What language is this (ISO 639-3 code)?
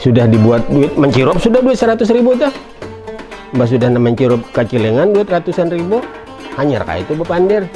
bjn